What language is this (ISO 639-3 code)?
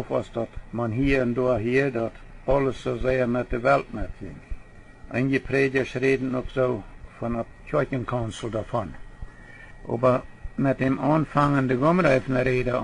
pdt